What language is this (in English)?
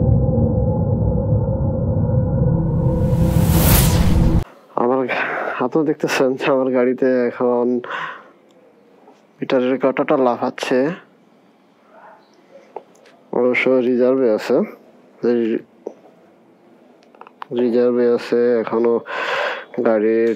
Bangla